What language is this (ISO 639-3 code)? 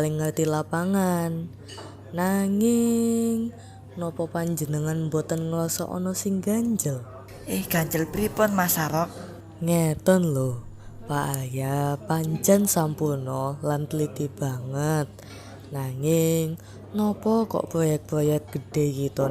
jav